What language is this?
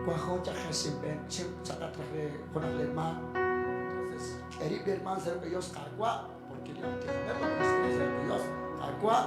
Kekchí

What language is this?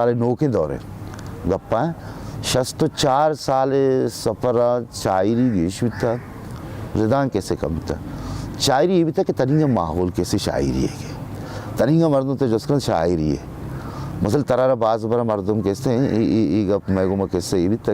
Baluchi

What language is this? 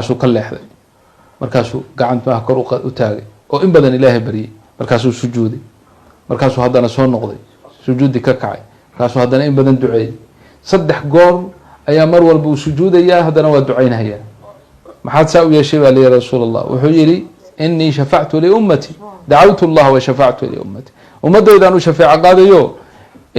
Somali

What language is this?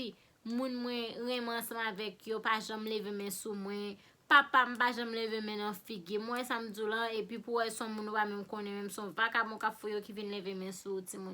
Haitian Creole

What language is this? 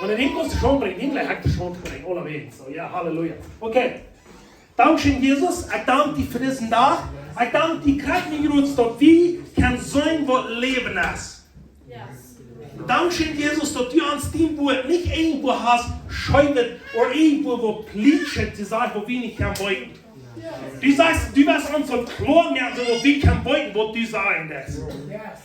Plautdietsch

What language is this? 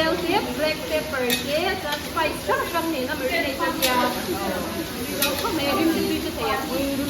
Mizo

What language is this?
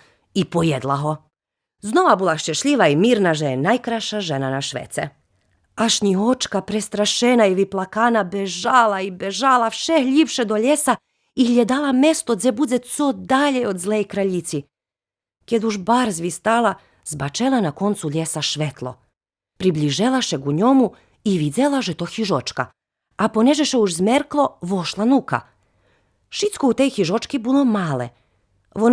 Rusyn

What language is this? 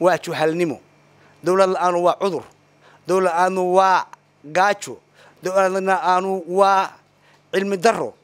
Somali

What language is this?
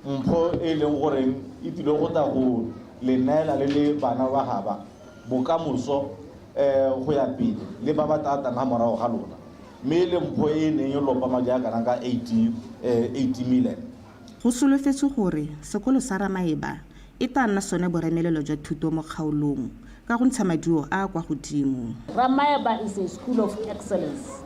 Tswana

